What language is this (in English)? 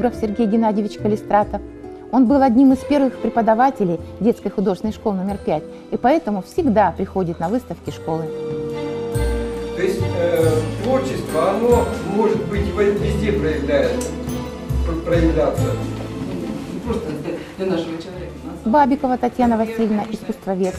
Russian